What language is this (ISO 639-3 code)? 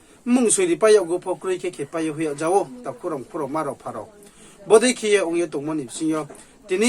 ria